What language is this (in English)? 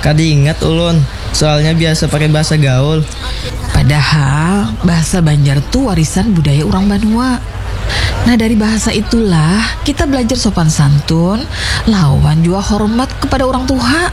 Banjar